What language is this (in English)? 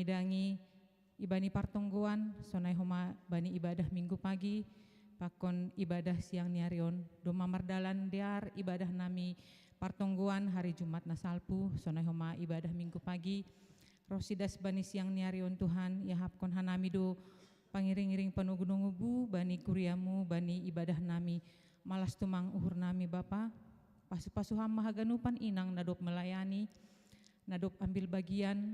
Batak Simalungun